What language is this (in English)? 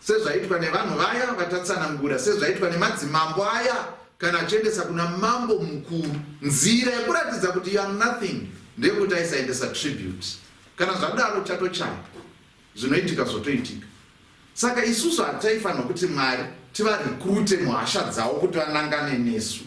Shona